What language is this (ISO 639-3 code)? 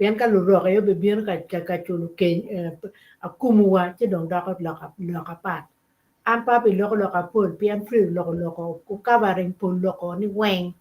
ach